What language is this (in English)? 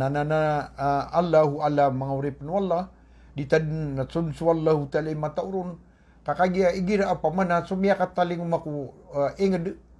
Maranao